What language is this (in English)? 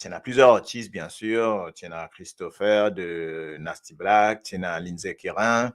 Morisyen